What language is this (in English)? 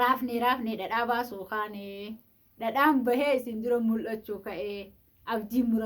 Oromo